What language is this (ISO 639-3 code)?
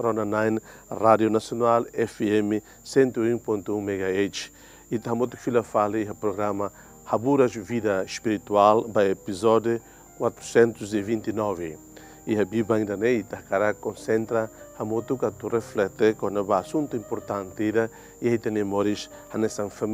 tet